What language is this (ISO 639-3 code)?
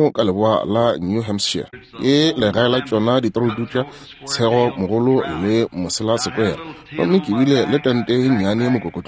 nso